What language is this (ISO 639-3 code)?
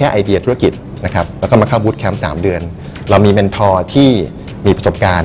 tha